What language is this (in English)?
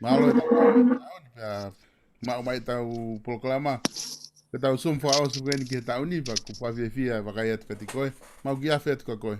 Tongan